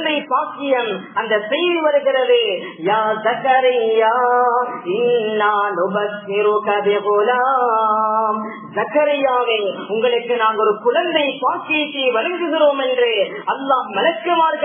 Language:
Tamil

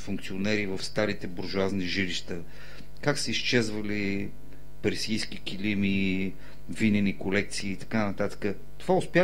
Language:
Bulgarian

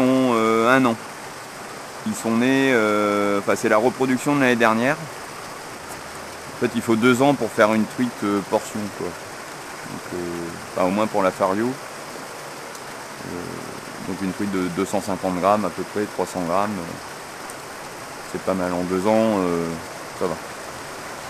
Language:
French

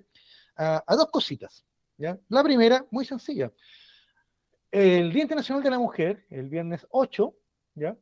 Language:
Spanish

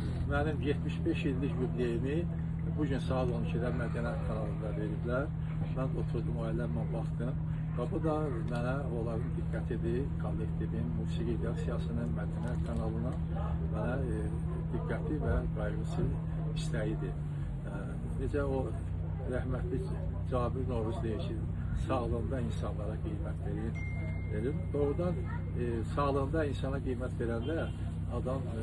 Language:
Azerbaijani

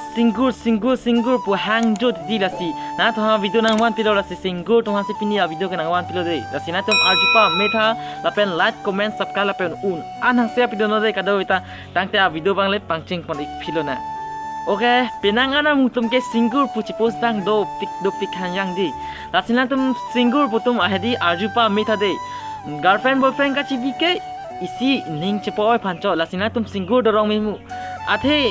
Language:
Karbi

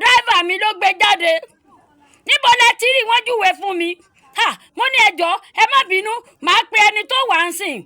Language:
Yoruba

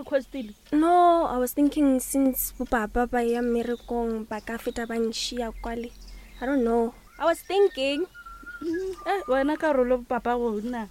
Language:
Northern Sotho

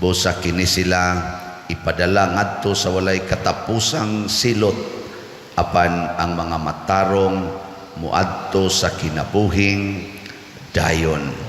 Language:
Cebuano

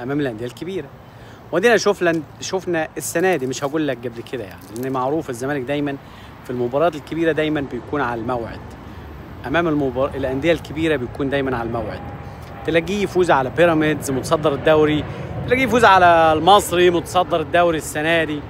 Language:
Egyptian Arabic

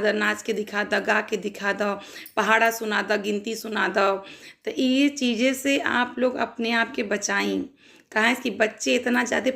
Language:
Bhojpuri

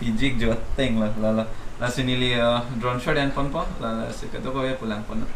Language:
Karbi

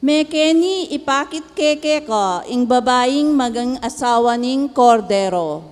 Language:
Pampanga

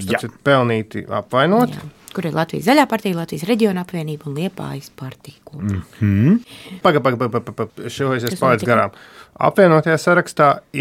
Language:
Latvian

